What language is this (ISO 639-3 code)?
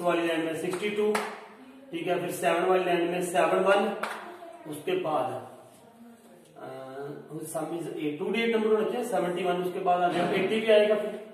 hin